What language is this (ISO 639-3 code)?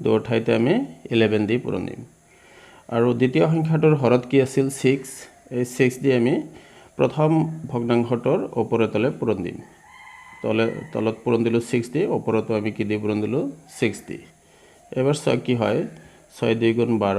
asm